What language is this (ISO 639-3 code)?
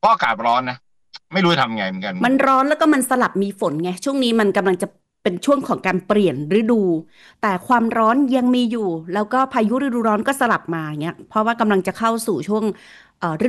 tha